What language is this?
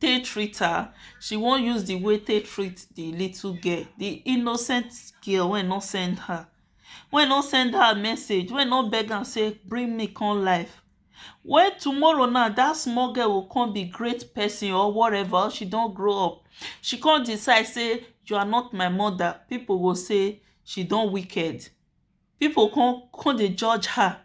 Nigerian Pidgin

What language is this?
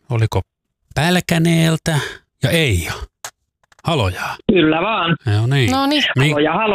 Finnish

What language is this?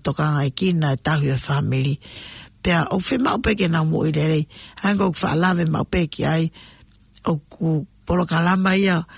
Tongan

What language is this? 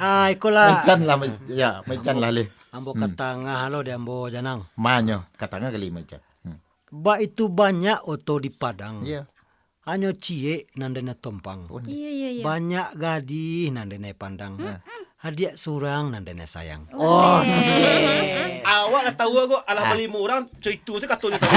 Minangkabau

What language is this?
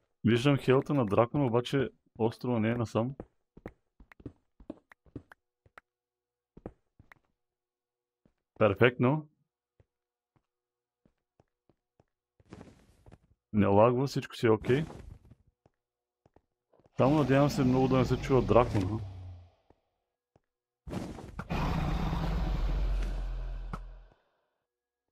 Bulgarian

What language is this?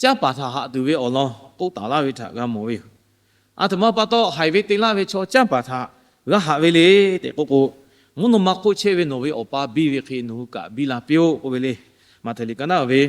Lahu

